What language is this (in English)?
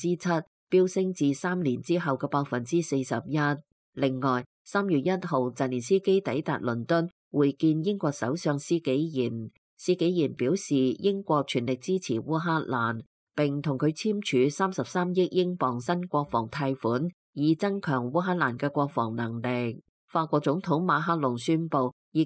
Cantonese